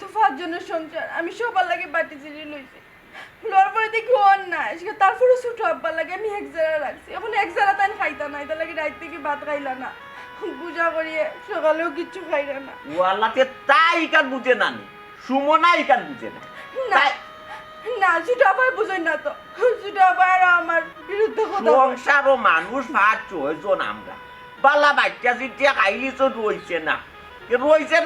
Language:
Sylheti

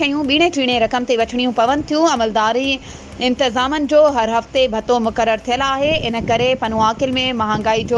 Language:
Sindhi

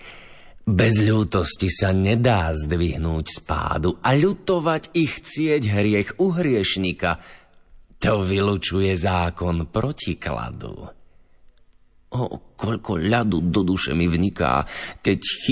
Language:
Slovak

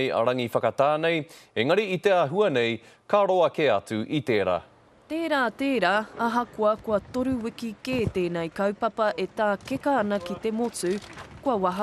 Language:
Māori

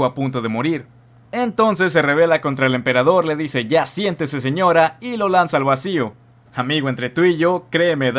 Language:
Spanish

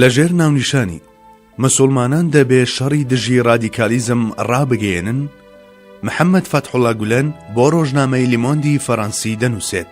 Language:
Central Kurdish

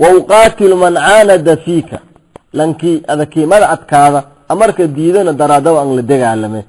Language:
Somali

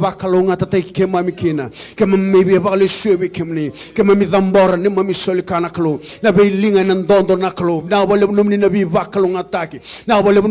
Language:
Fijian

